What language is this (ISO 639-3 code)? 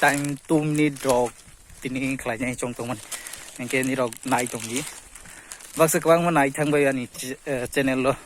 trp